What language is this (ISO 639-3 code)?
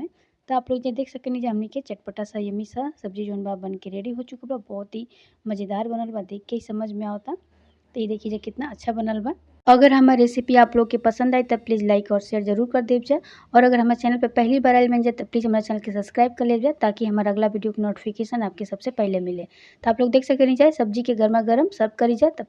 bho